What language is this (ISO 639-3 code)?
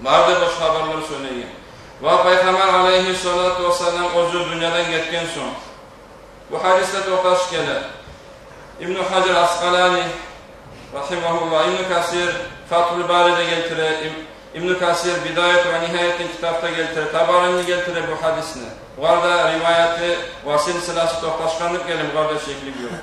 kum